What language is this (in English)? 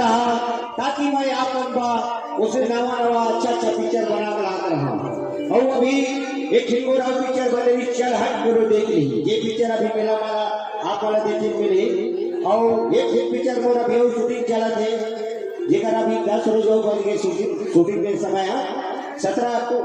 Chhattisgarhi